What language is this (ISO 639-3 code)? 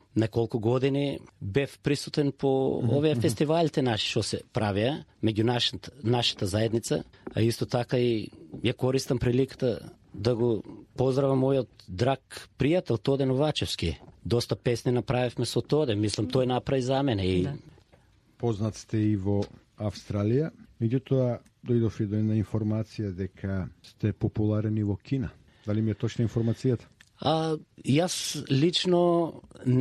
mkd